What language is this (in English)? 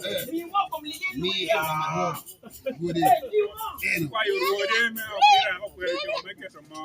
Lango (Uganda)